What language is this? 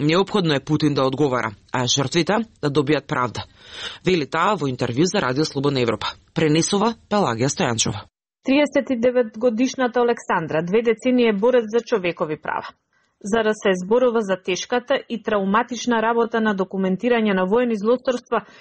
Macedonian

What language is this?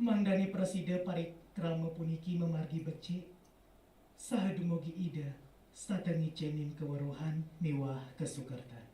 Balinese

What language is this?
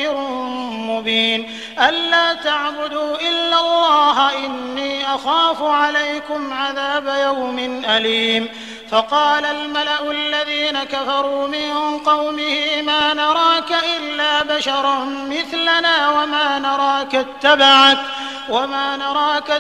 Arabic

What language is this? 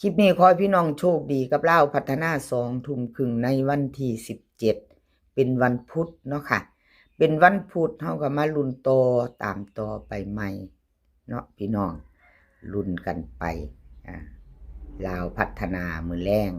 Northeastern Thai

